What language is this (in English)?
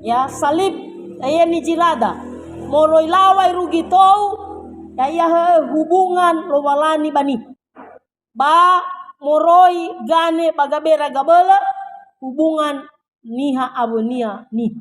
Nias